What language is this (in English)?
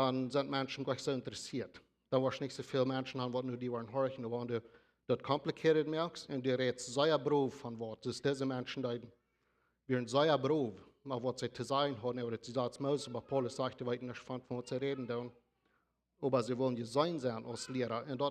Plautdietsch